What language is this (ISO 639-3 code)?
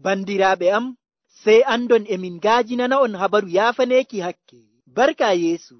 fuv